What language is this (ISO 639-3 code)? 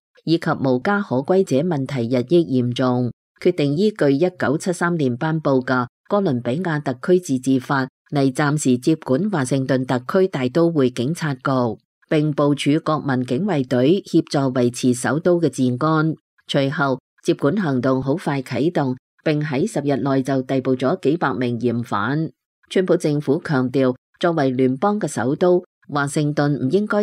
yue